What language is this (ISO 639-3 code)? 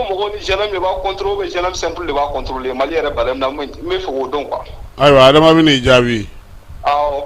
bam